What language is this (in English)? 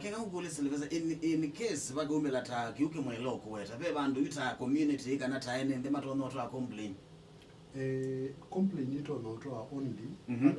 Kamba